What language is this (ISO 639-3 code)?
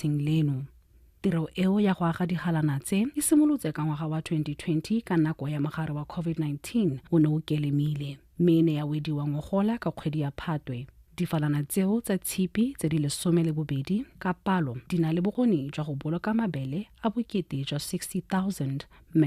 tsn